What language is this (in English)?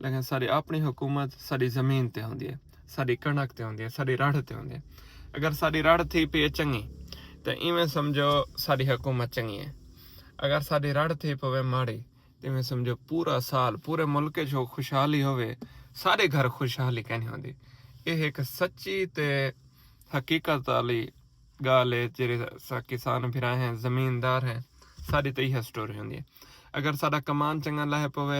Saraiki